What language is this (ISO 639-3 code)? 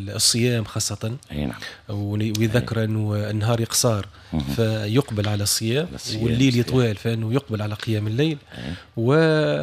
aeb